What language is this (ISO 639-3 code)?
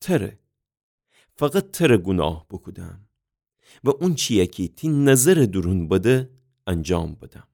glk